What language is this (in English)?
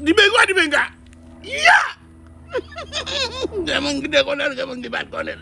Haitian Creole